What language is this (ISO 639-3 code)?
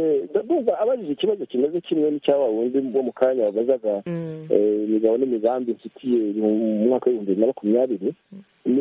kin